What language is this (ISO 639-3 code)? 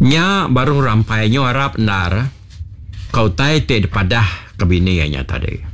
iba